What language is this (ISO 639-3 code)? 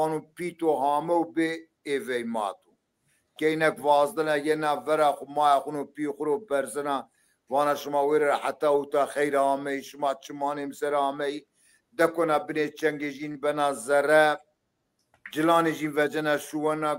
zza